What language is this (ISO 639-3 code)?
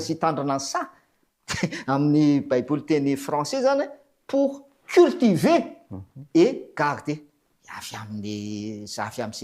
mlg